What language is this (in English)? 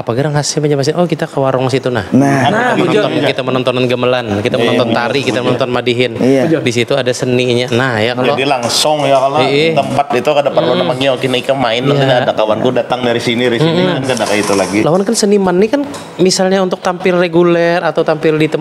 Banjar